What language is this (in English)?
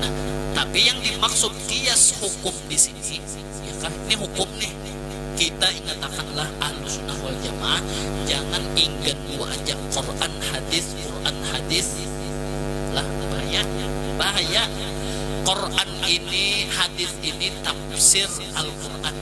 Banjar